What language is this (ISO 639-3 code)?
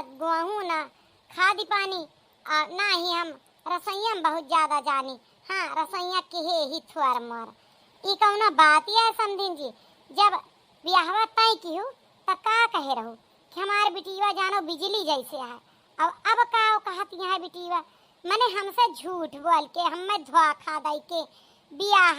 awa